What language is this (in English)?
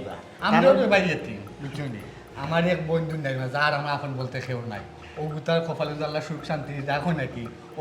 Sylheti